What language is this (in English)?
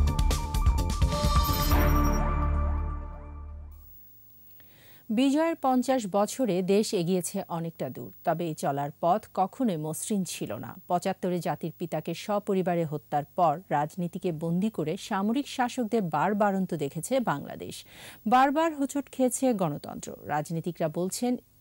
Bangla